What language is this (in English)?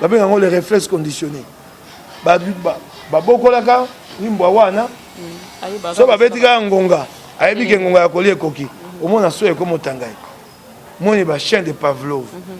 Lingala